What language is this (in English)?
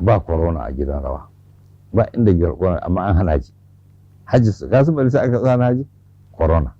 Hausa